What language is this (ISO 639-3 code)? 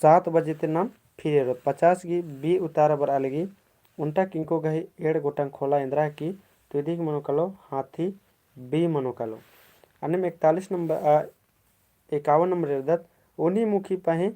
kru